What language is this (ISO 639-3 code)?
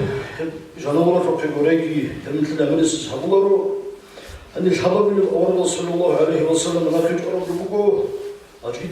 ava